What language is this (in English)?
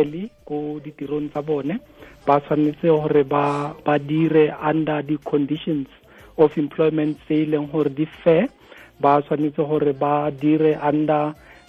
Tswana